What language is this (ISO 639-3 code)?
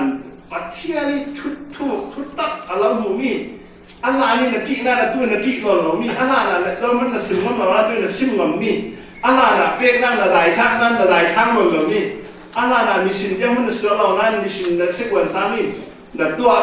cfm